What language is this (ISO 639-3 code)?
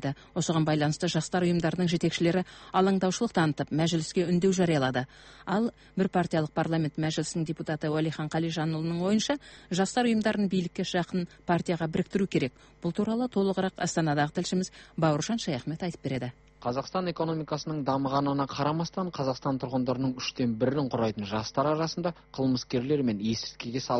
kaz